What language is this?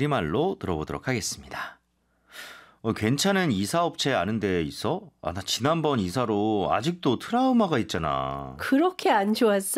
Korean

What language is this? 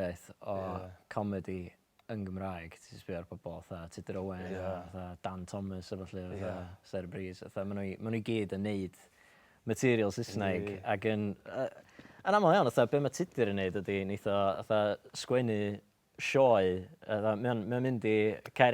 Welsh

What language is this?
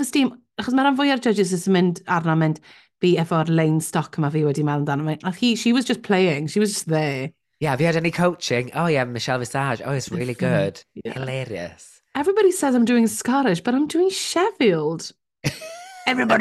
Welsh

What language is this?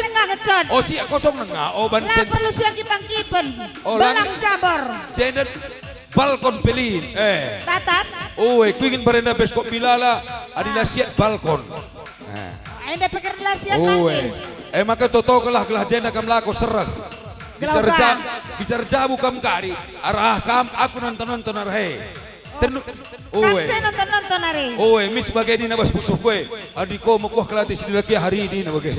Batak Karo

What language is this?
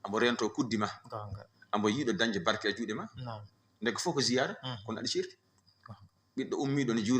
Fula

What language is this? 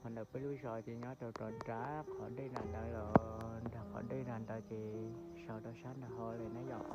Hmong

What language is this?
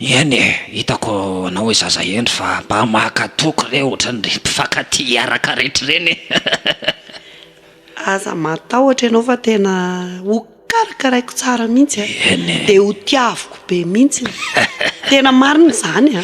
Malagasy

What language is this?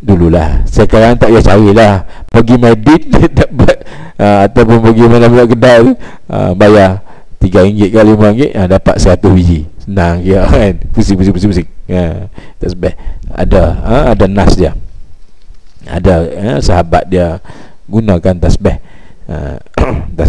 Malay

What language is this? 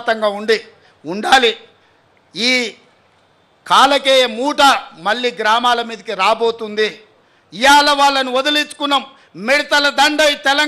Telugu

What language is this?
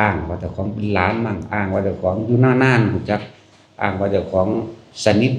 Northeastern Thai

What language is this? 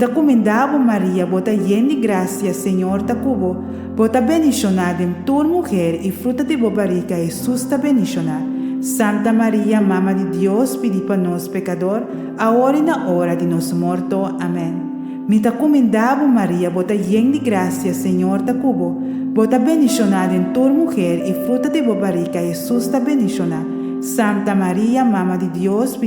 Papiamento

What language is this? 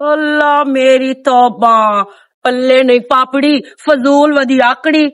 Western Panjabi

